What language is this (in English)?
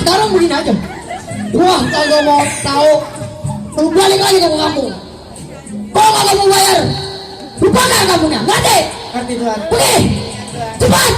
Betawi